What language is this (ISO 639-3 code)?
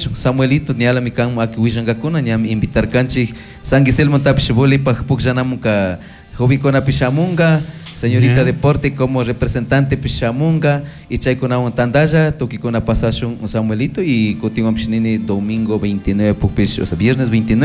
qug